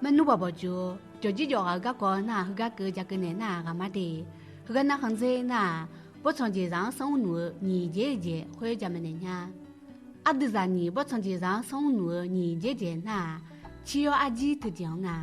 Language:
Akha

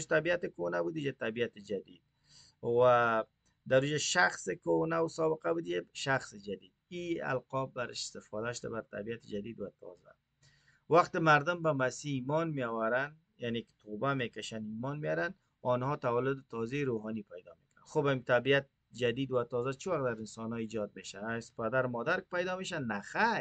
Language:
Persian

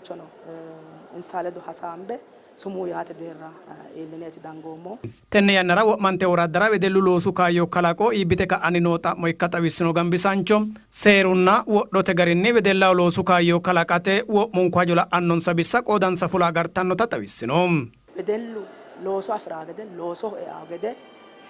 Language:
Sidamo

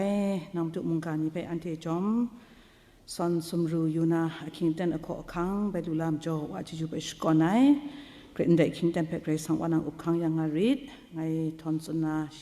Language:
Kachin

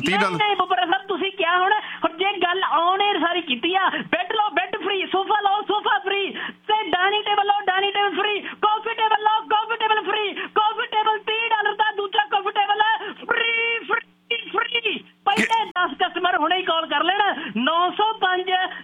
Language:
Punjabi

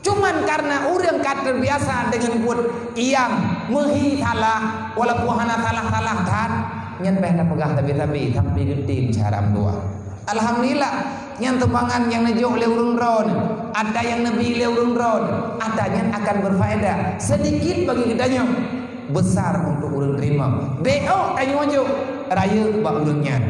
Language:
Achinese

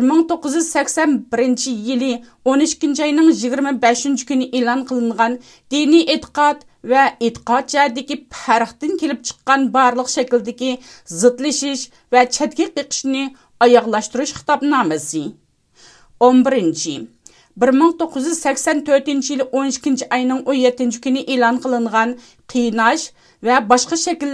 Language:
Uyghur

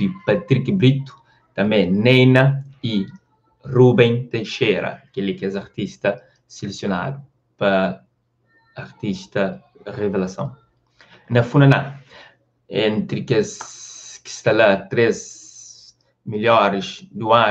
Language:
Kabuverdianu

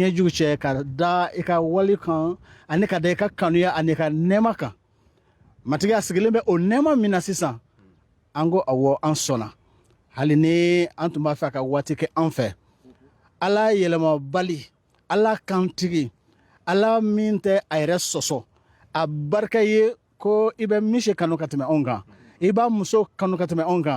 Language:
Bambara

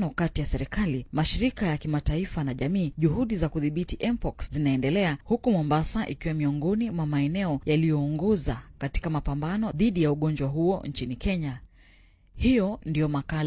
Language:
Swahili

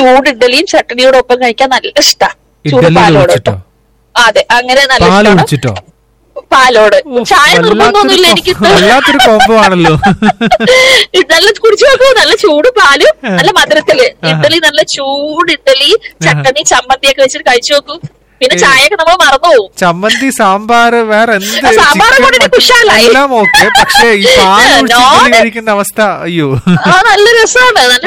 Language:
Malayalam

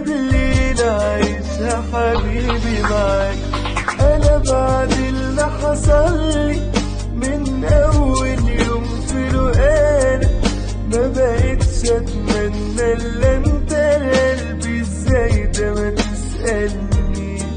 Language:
Egyptian Arabic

